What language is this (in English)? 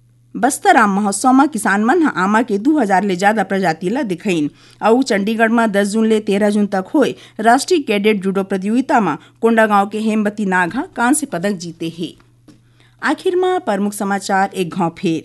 Chhattisgarhi